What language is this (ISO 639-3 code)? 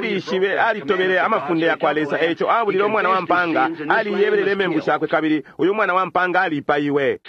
bem